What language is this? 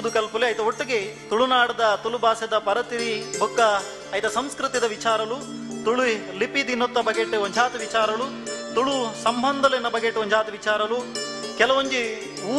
Tulu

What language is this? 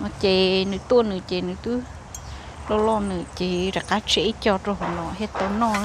Hmong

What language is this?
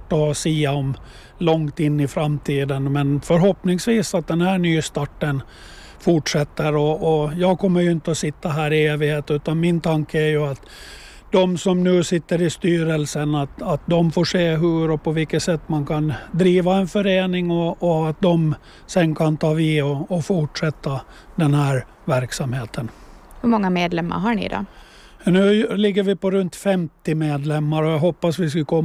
Swedish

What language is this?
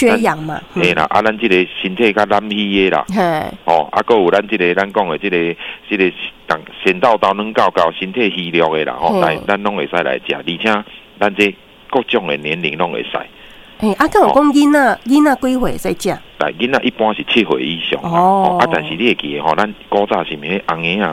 Min Nan Chinese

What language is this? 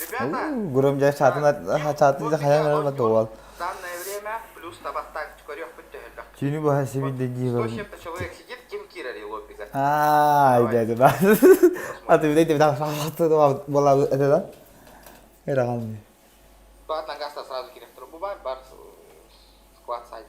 Yakut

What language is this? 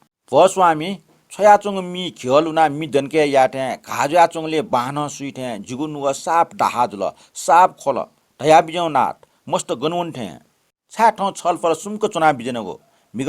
Newari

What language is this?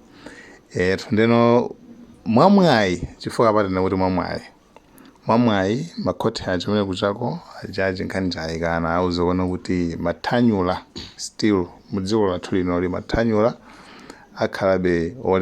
Nyanja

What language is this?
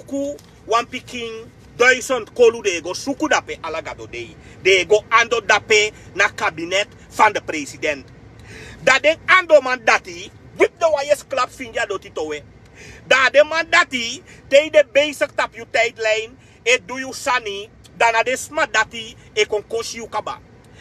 Sranan Tongo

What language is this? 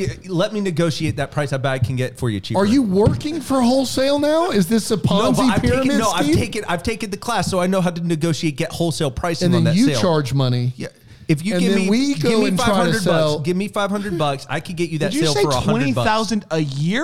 English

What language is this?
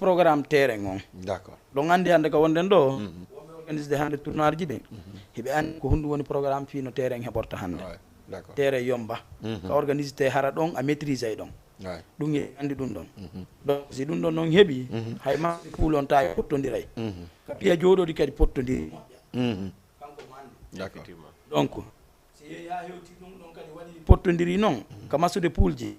Fula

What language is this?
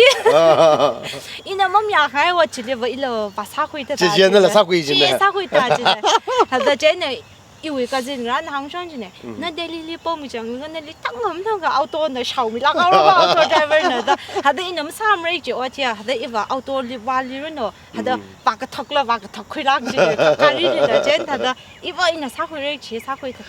Tangkhul Naga (India)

